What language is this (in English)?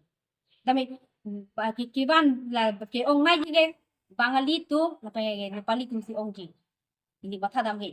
Karbi